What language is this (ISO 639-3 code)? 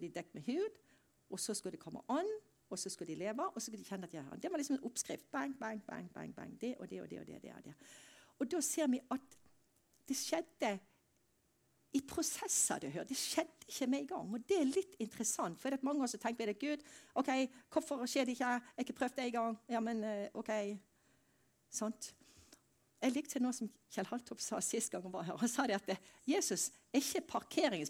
nor